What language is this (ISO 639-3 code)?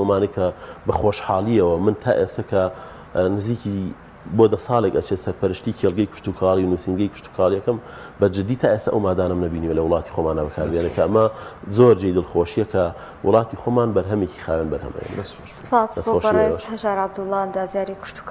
ckb